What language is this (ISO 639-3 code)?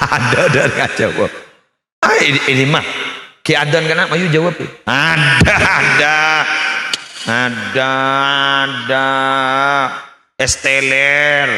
mad